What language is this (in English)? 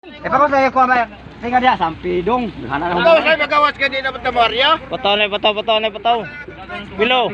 Cebuano